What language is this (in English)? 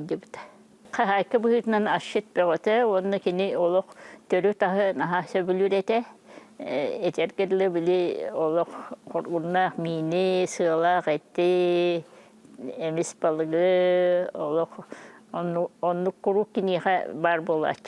Yakut